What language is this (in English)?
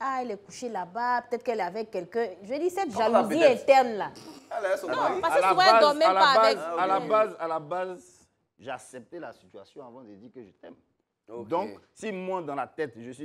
French